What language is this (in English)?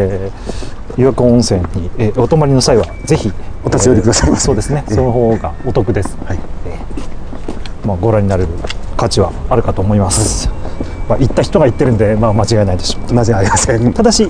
Japanese